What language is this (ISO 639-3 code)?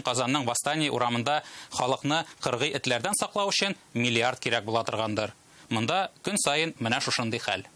tat